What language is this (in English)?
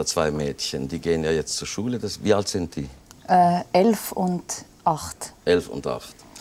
German